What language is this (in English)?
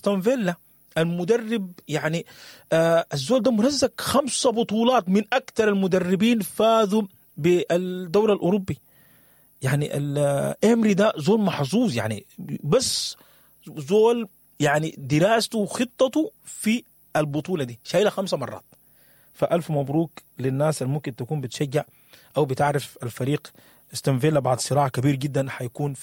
Sudanese Arabic